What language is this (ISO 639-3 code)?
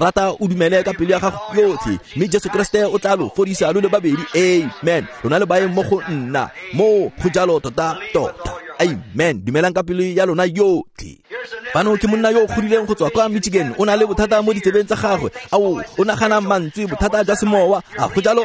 tsn